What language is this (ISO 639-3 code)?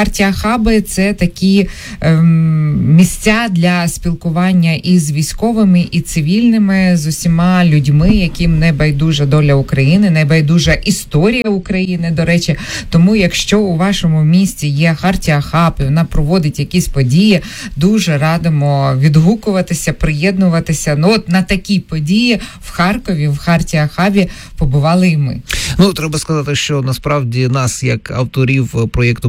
ukr